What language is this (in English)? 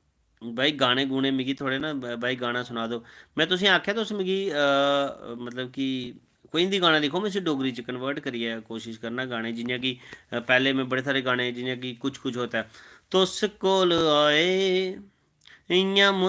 Dogri